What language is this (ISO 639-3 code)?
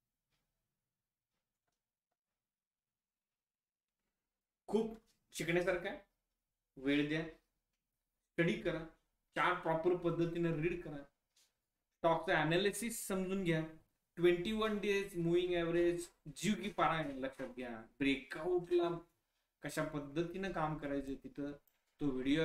mar